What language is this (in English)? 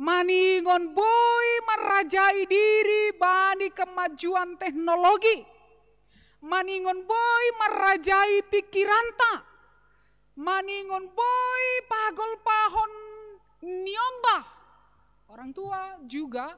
Batak Simalungun